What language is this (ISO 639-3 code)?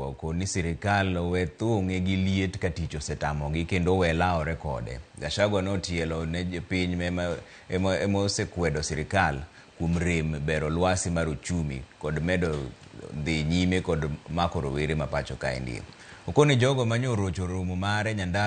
luo